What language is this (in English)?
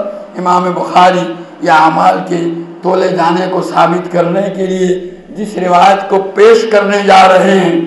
Urdu